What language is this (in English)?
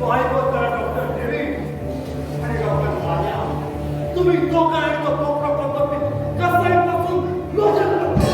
Konkani